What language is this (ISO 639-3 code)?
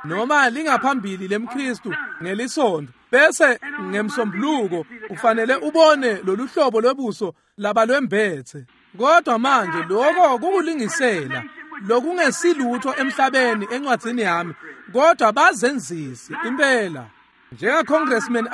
ssw